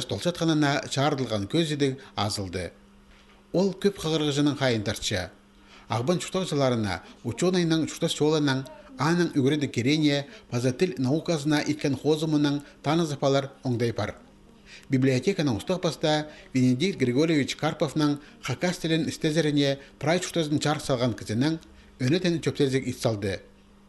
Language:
Khakas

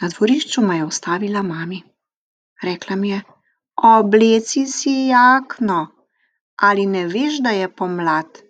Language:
Slovenian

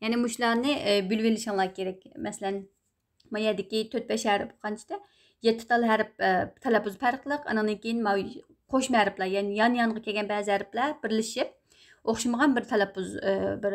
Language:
Uyghur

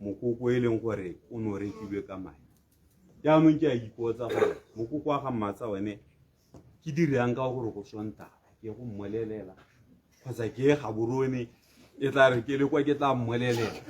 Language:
Tswana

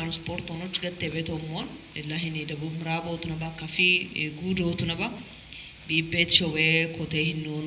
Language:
Kafa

